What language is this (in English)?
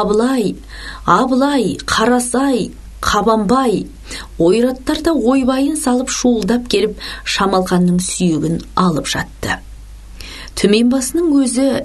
Kazakh